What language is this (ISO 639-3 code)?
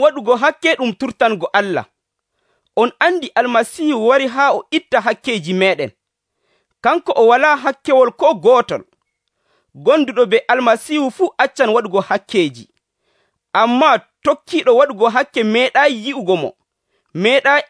fuv